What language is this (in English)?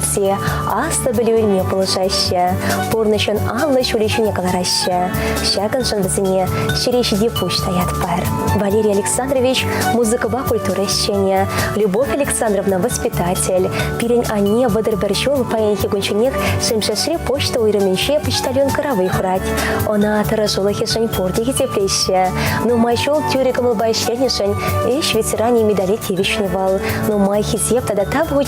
Chuvash